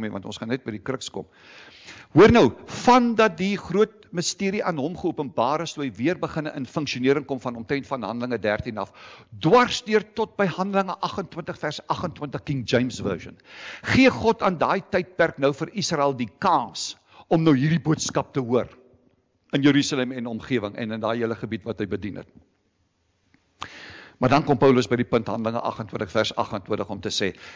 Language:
Afrikaans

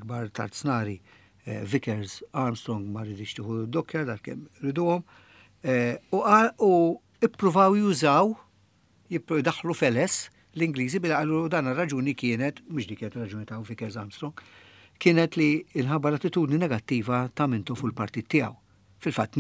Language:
Maltese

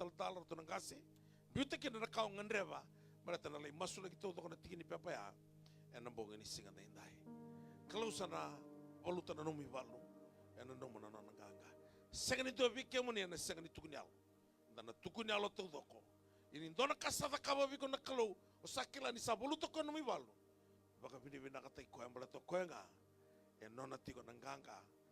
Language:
Fijian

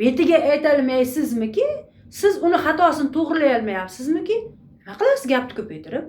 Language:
Uzbek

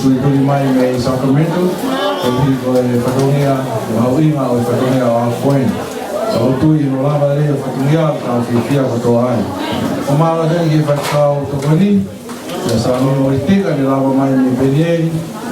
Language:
Tongan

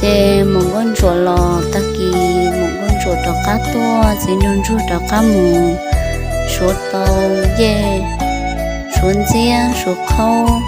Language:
Hmong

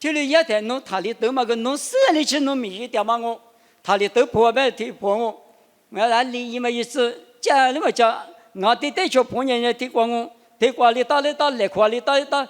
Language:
Lisu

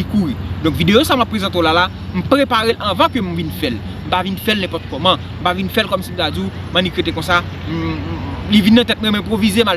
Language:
Haitian Creole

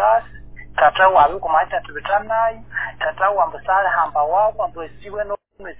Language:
Nyoro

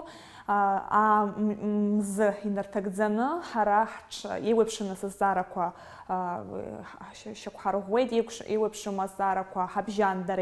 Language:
Abkhazian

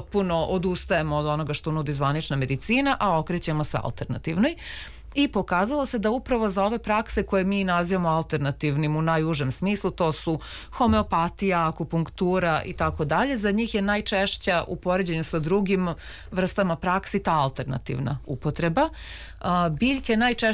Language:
Serbian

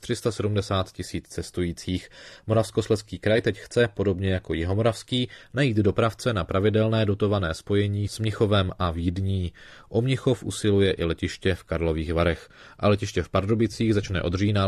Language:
Czech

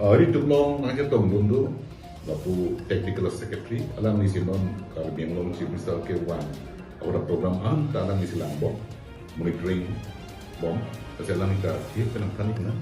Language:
Karbi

